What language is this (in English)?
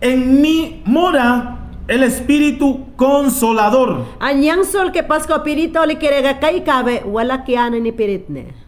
Mayangna